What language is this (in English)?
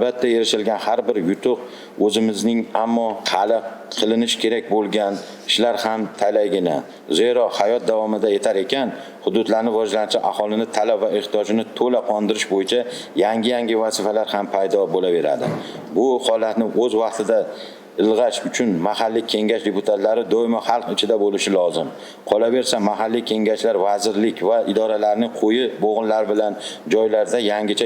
Uzbek